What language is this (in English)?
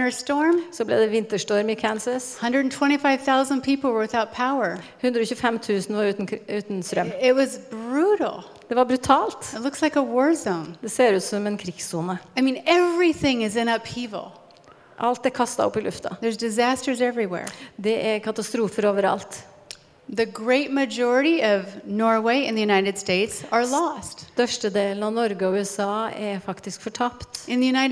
Norwegian